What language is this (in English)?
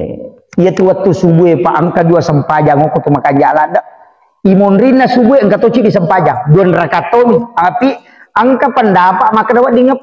Buginese